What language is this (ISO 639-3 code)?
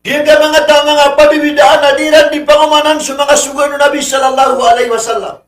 mrw